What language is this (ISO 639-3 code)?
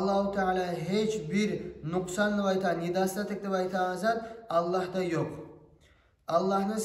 kum